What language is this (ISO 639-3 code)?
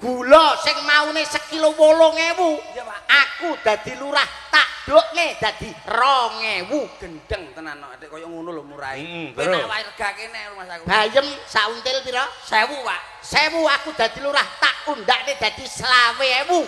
jav